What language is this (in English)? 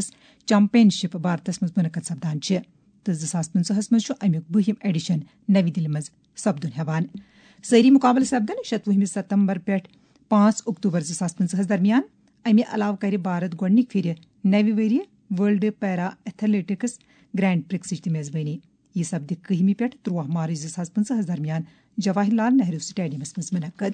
Kashmiri